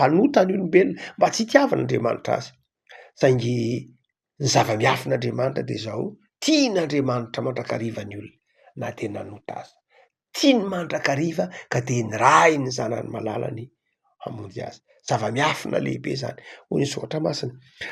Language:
Malagasy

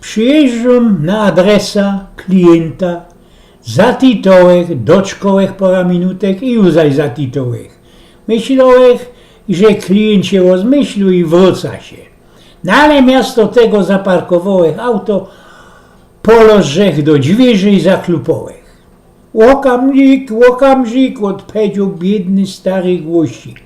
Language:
Silesian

